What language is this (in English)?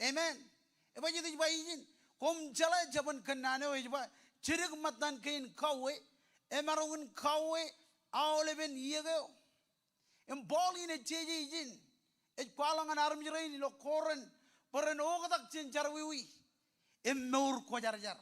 Marshallese